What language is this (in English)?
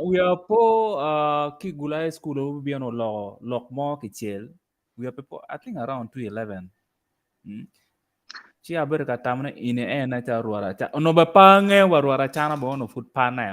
Acoli